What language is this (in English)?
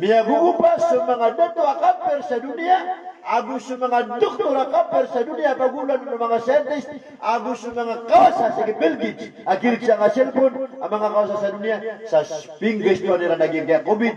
Maranao